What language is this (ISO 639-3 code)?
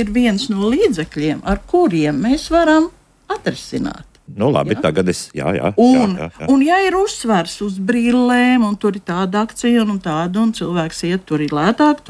lav